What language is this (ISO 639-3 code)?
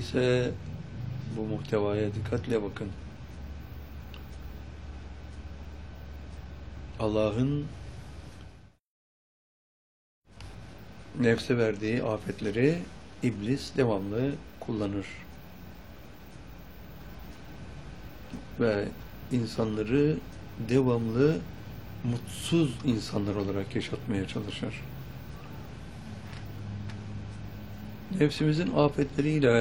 tur